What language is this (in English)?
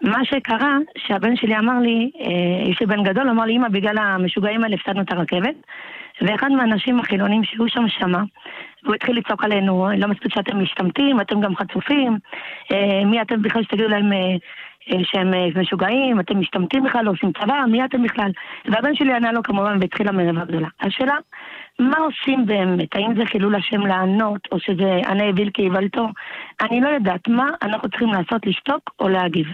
Hebrew